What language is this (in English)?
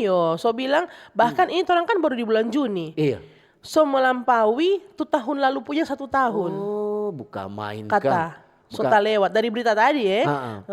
Manado Malay